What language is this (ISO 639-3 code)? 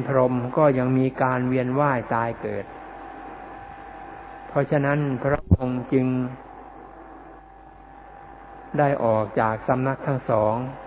tha